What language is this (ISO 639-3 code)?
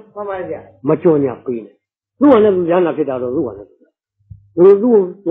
mya